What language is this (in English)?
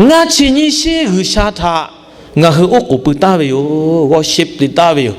Lahu